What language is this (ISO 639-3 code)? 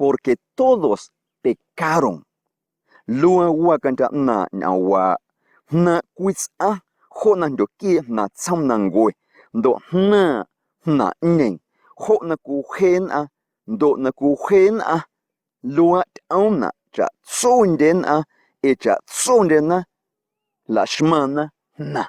amu